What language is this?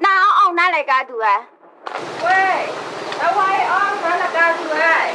Kachin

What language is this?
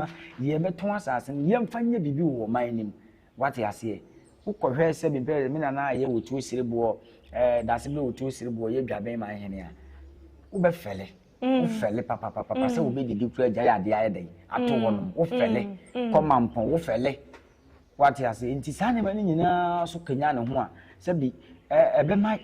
Akan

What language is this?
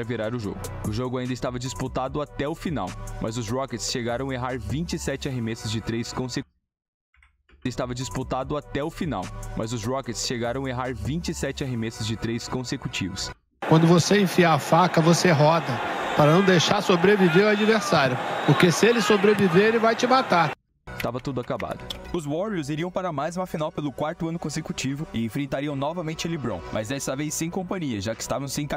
Portuguese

